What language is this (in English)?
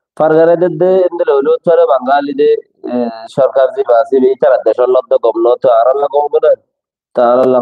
Rohingya